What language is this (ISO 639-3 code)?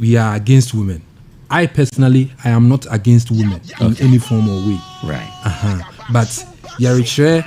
aka